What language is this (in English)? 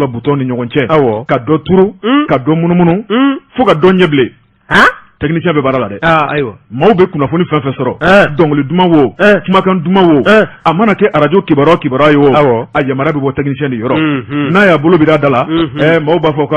Bambara